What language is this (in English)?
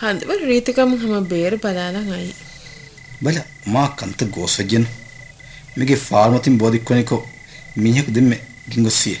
Divehi